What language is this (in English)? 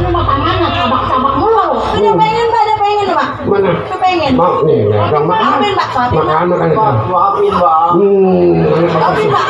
Betawi